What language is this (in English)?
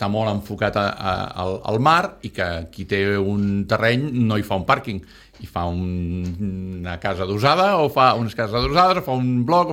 Catalan